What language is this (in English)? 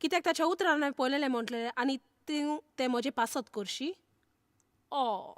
Konkani